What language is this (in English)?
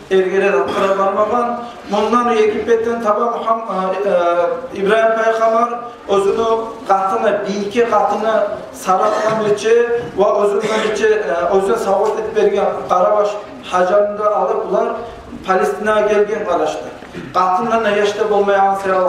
Kumyk